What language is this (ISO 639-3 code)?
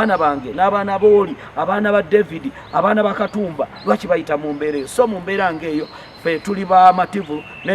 lug